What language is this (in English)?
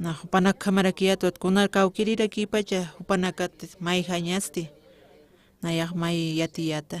Aymara